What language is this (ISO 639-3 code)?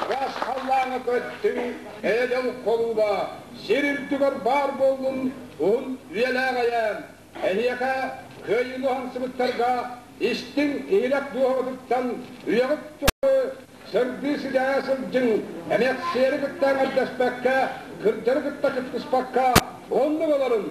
sah